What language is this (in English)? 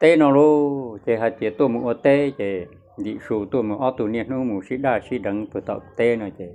Hmong